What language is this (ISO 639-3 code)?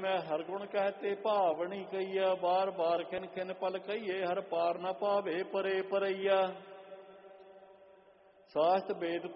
pan